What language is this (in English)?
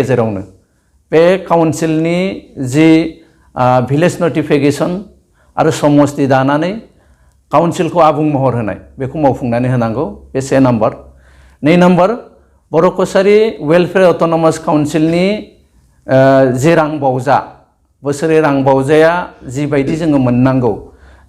Bodo